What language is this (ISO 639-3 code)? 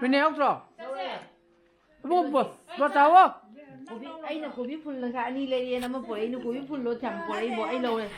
mni